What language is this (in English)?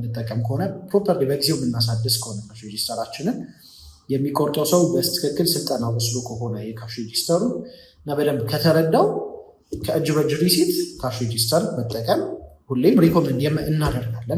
Amharic